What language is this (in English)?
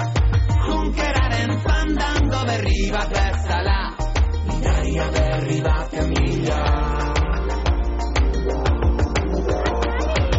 Basque